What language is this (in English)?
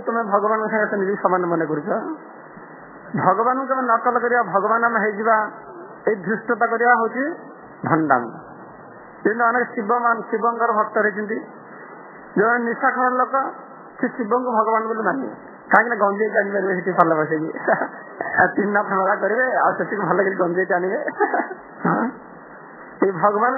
Odia